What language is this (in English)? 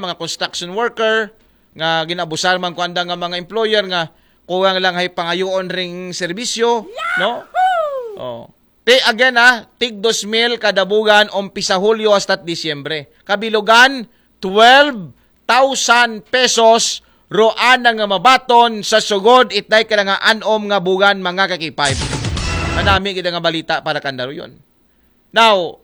Aklanon